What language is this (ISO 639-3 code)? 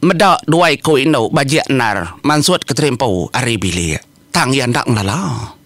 iba